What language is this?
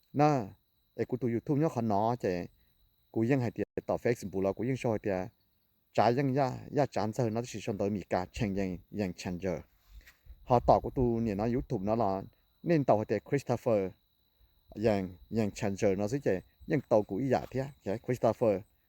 Hmong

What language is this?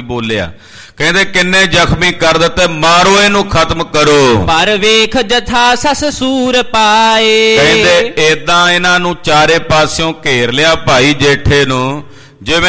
Punjabi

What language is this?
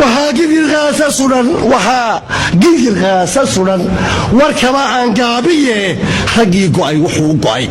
Somali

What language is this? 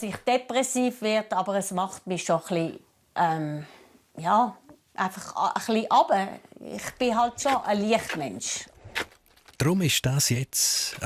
Swiss German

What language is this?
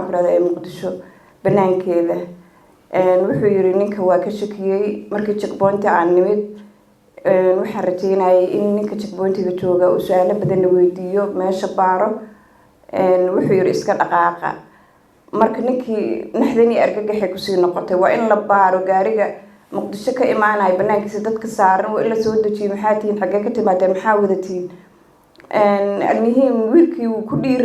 Somali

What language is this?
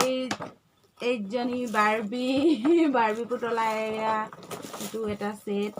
Assamese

